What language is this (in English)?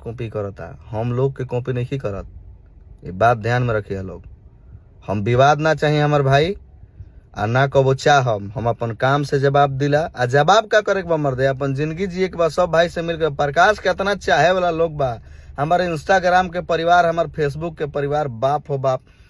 Bhojpuri